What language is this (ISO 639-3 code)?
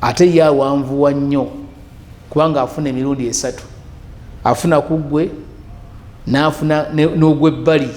lug